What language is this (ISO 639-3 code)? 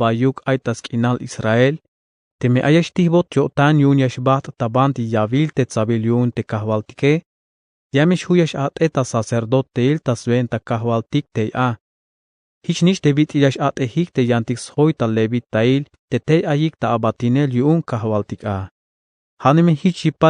tzh